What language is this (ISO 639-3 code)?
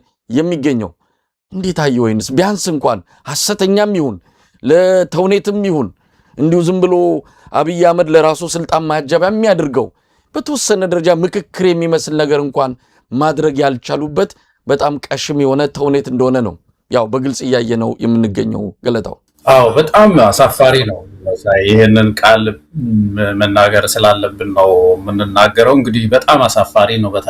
amh